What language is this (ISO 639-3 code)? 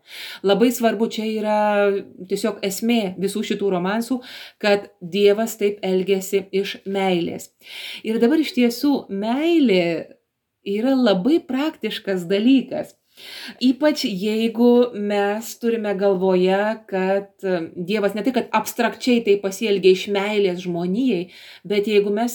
lit